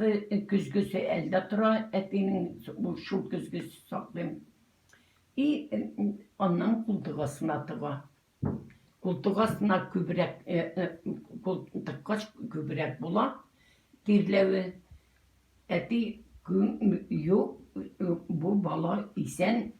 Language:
Tatar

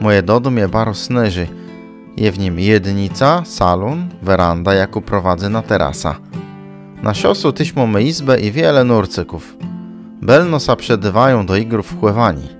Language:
Kashubian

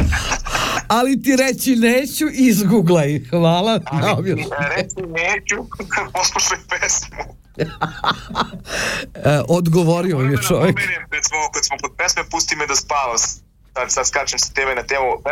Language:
Serbian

